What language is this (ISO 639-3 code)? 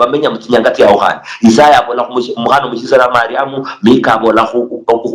luy